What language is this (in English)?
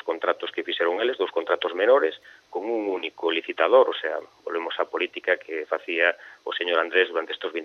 Galician